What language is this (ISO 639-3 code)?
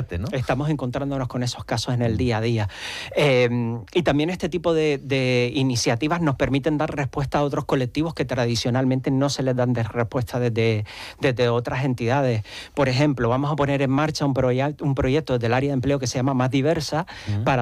spa